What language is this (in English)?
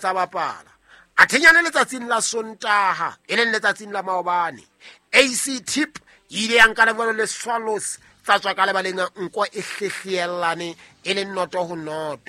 Southern Sotho